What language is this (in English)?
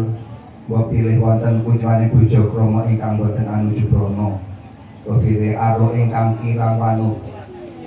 Javanese